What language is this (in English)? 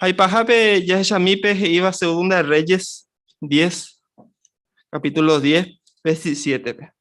Guarani